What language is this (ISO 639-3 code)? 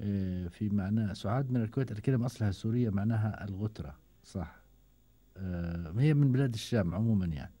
afb